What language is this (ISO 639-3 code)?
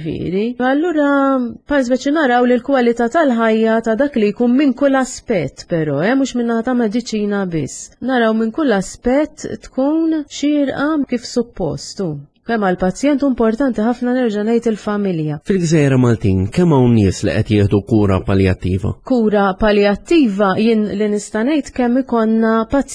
mlt